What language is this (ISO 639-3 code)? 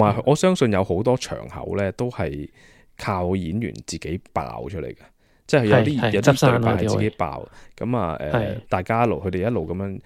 yue